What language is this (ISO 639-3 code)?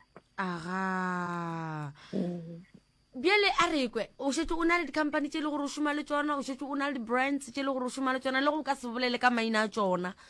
nso